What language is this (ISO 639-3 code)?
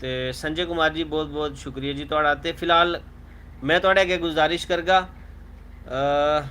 doi